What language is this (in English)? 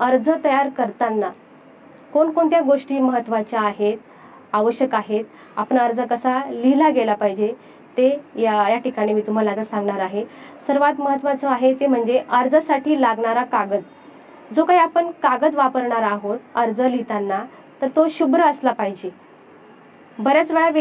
Marathi